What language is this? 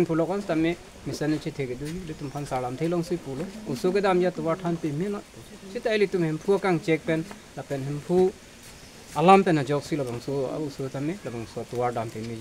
Karbi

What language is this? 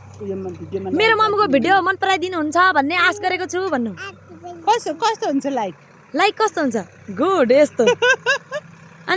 Nepali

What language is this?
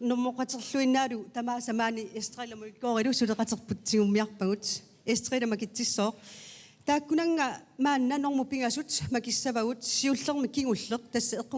Kalaallisut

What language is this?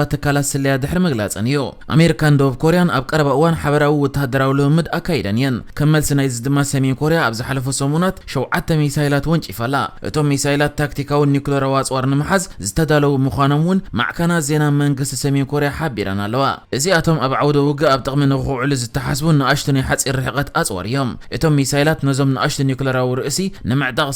Tigrinya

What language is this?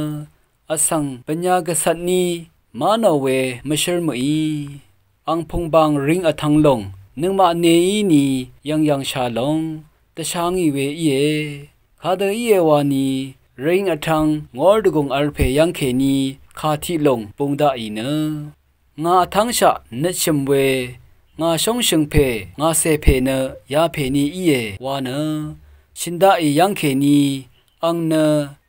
Rawang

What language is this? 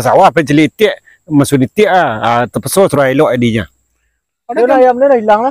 Minangkabau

